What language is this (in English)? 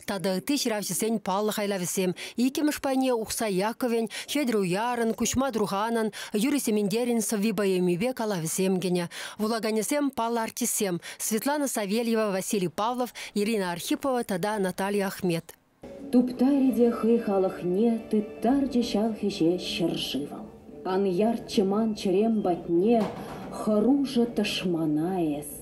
Chuvash